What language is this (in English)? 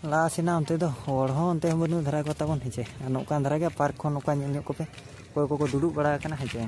Santali